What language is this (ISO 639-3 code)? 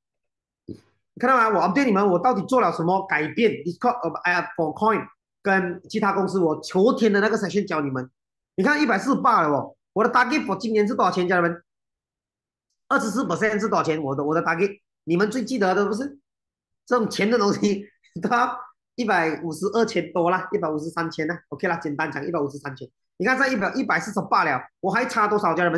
zho